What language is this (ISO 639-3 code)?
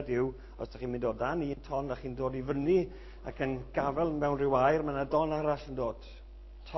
cym